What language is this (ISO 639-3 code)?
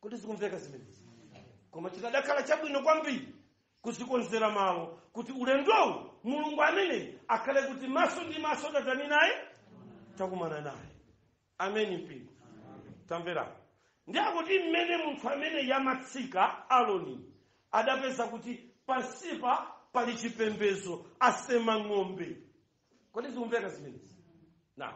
nya